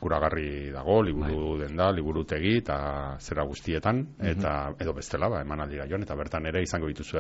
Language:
Basque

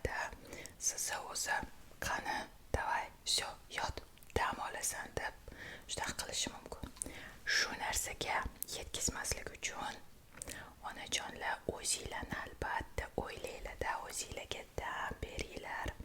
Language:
Uzbek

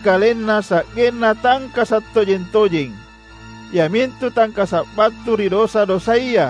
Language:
Makasar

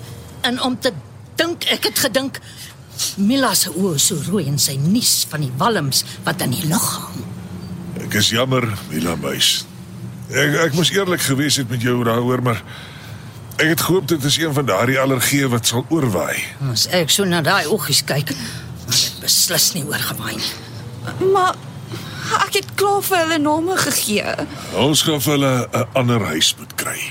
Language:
Afrikaans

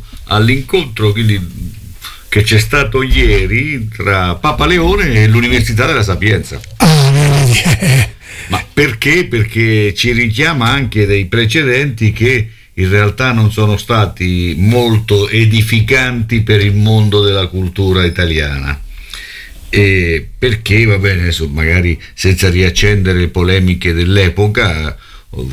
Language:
Italian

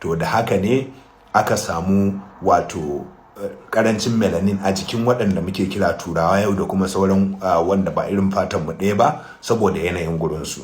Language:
Hausa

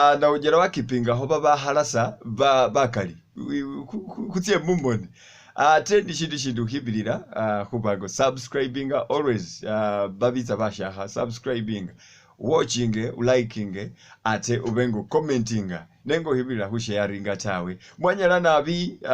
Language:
Masaaba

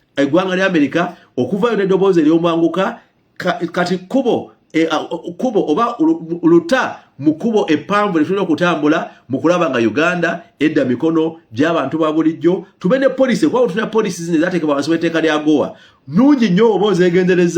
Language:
Ganda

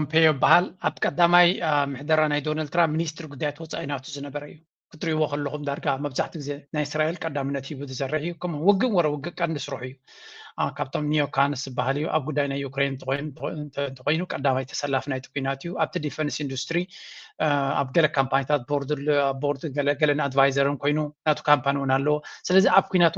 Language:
Tigrinya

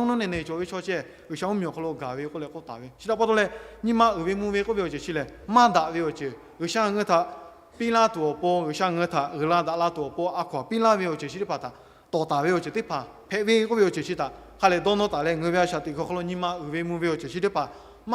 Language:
Lahu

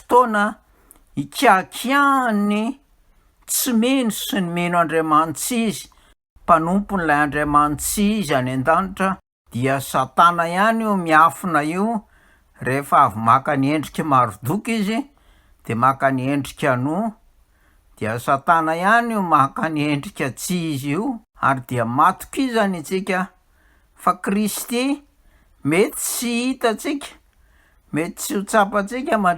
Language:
Malagasy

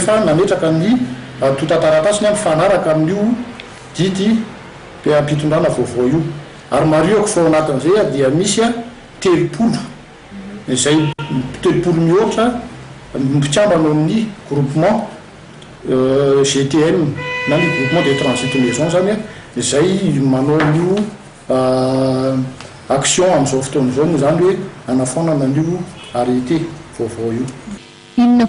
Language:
Malagasy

